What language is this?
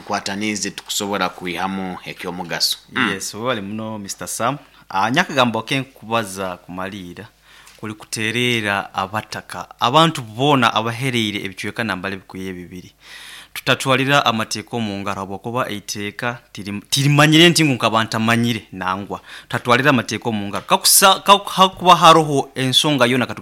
Nyoro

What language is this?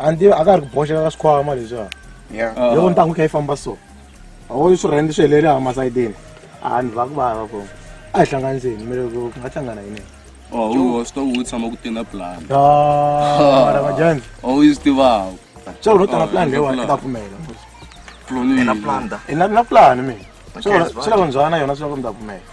Tsonga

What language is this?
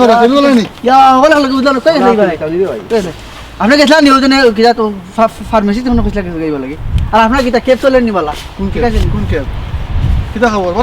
Sylheti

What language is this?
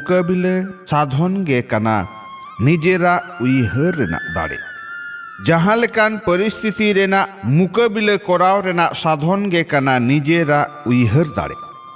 Santali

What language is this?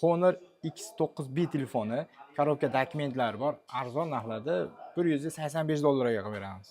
Uzbek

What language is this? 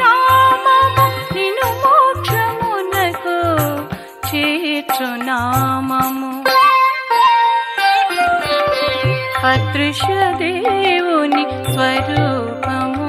Telugu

